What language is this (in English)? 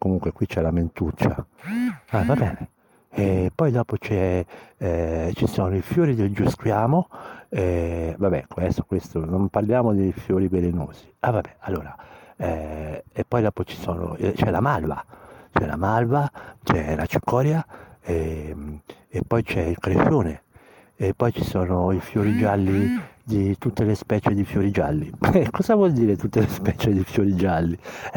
Italian